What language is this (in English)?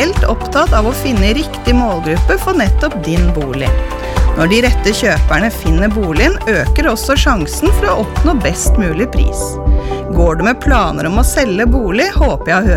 Norwegian